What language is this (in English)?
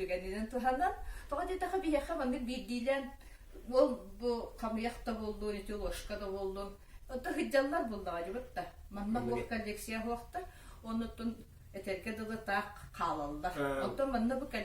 Yakut